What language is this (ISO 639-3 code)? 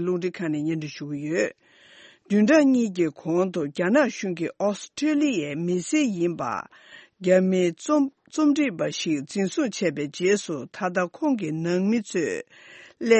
bod